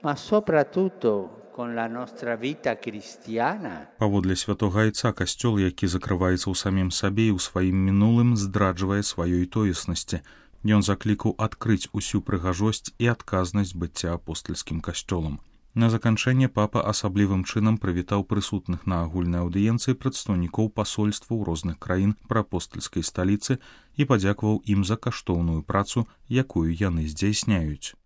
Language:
Belarusian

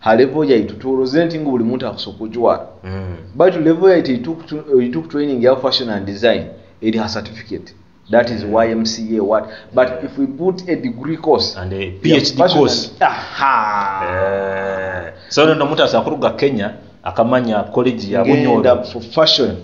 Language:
Nyoro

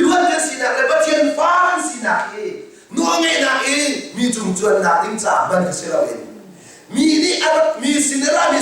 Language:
Hakha Chin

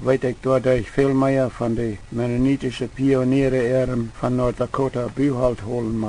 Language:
Plautdietsch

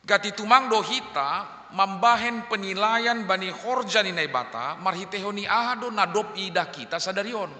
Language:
Batak Simalungun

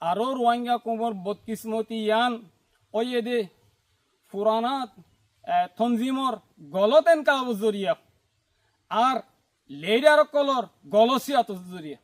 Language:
Rohingya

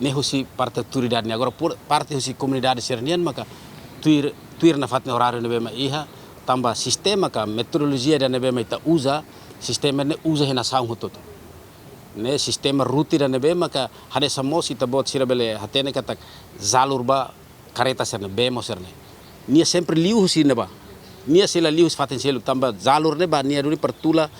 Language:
Tetum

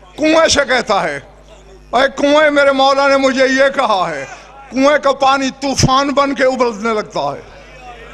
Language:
Urdu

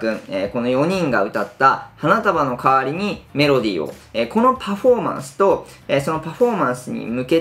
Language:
Japanese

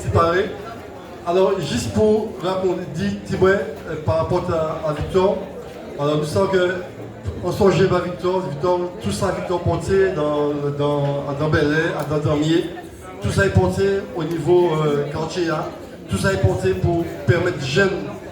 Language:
Guadeloupean Creole French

